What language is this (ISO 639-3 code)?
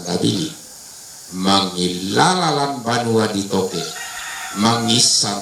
sda